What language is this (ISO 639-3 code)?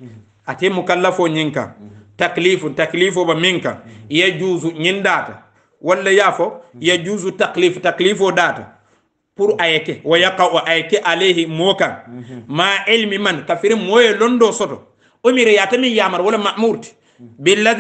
hau